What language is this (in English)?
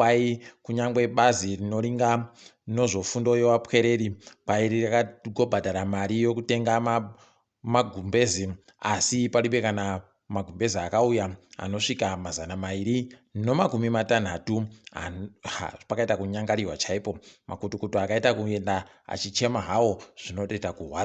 Ndau